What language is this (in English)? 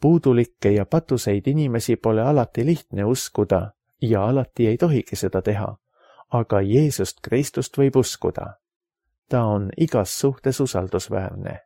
Estonian